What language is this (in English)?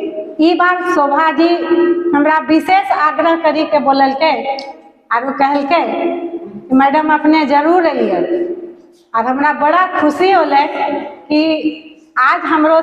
Angika